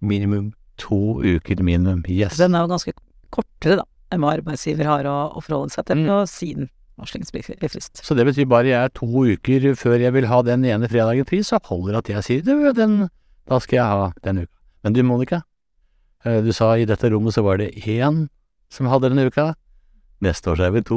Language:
Norwegian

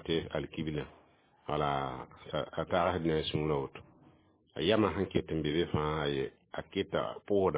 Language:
Mossi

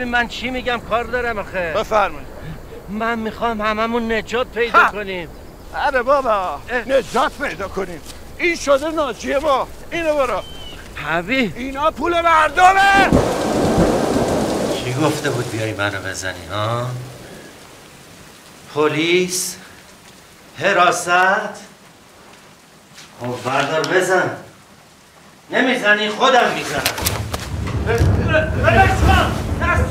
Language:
Persian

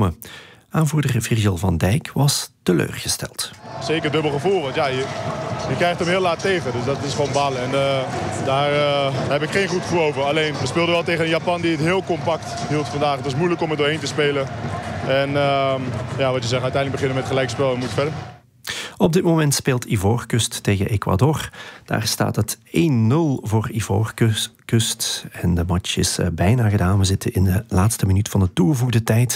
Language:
Dutch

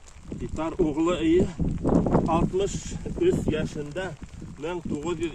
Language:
Bashkir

